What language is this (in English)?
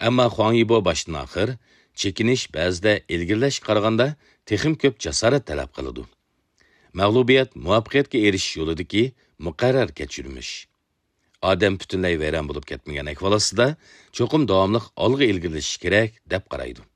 Uyghur